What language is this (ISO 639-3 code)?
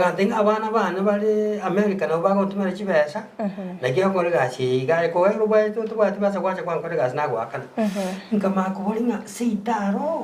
guz